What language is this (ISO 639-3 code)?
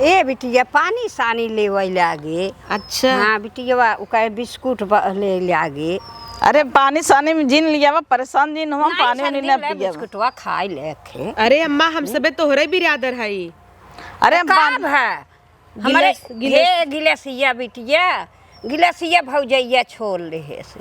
awa